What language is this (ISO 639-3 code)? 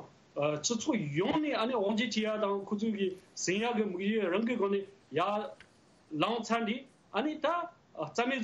bod